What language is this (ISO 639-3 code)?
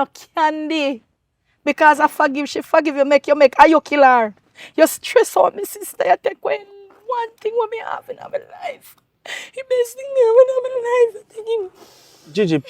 jam